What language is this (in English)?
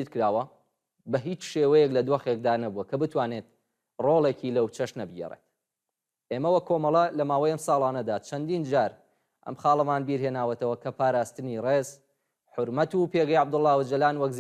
Central Kurdish